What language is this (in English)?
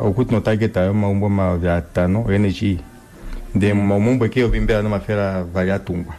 Kuanyama